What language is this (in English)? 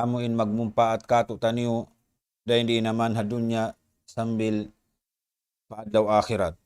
Tausug